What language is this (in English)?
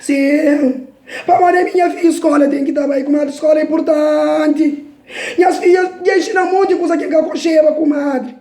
Kabuverdianu